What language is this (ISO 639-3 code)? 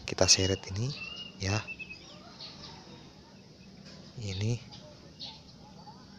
ind